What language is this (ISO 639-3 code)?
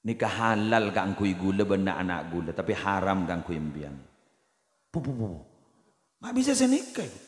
mad